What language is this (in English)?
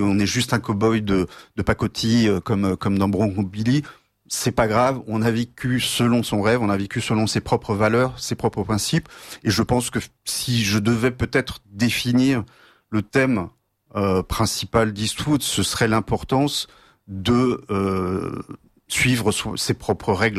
French